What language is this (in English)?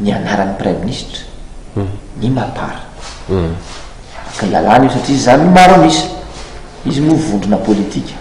Malagasy